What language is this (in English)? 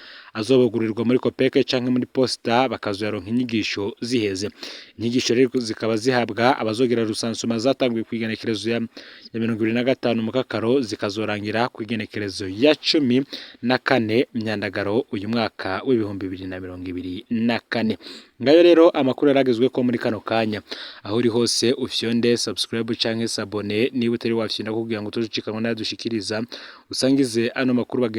Rundi